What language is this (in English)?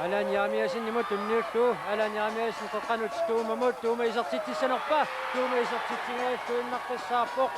Kalaallisut